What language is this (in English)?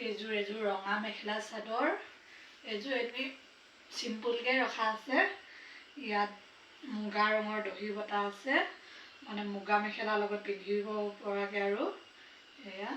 Assamese